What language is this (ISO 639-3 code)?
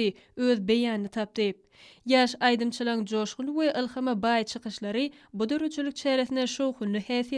tuk